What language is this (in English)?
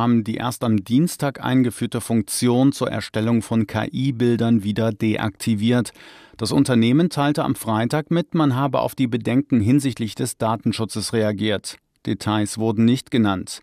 German